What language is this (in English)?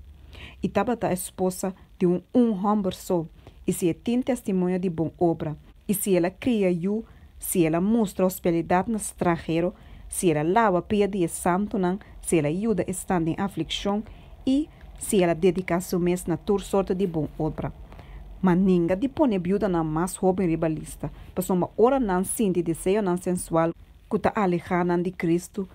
Papiamento